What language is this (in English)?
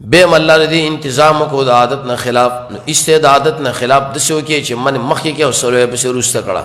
Pashto